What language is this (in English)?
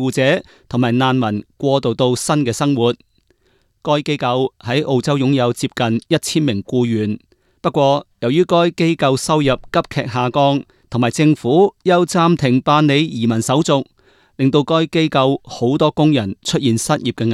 Cantonese